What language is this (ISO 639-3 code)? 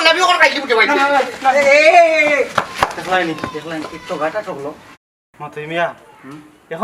syl